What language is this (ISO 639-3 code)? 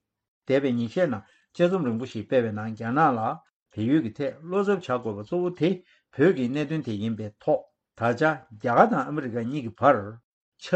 bod